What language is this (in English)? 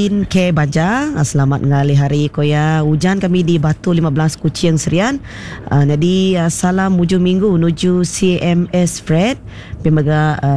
Iban